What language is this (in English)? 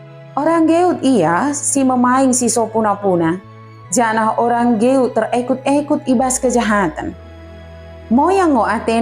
Batak Dairi